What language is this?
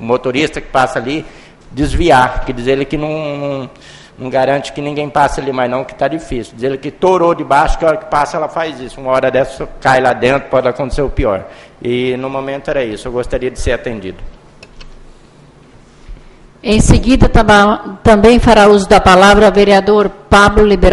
Portuguese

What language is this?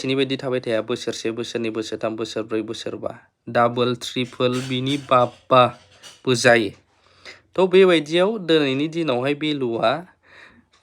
Bodo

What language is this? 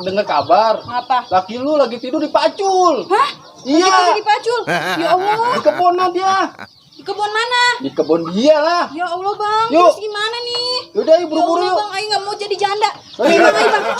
Betawi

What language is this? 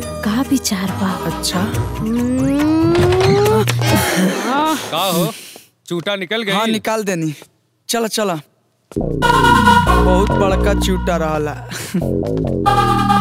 Bhojpuri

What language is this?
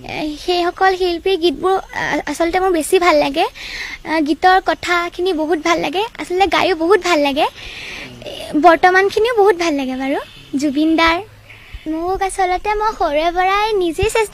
Assamese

